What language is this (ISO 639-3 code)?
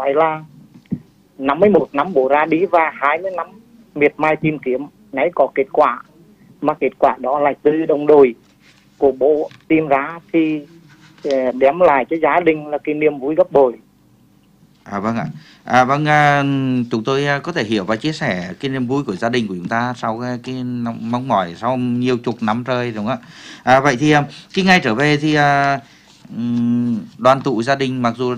vie